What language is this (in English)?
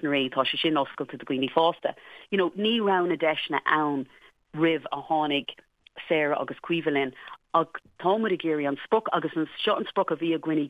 Irish